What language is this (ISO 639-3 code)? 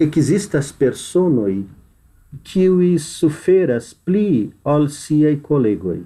epo